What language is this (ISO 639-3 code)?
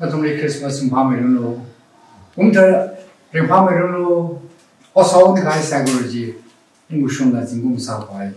nmf